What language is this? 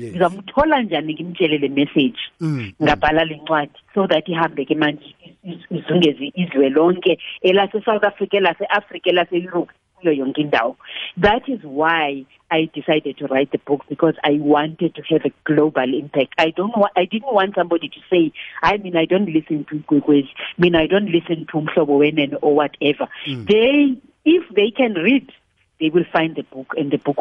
South Ndebele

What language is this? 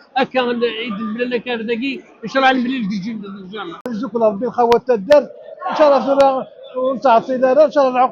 Kabyle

